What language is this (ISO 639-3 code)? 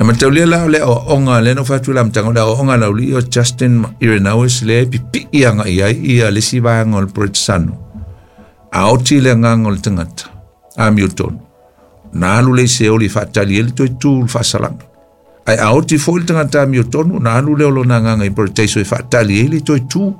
smo